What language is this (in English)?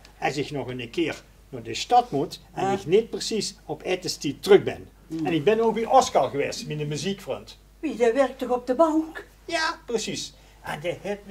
Limburgish